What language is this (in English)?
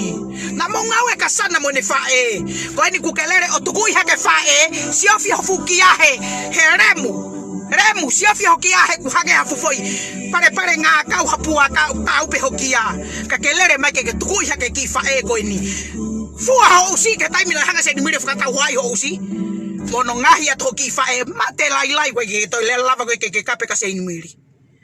Tongan